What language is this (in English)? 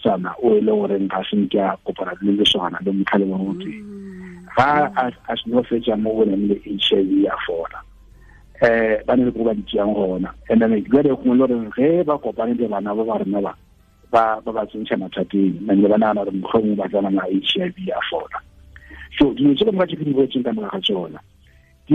Tswana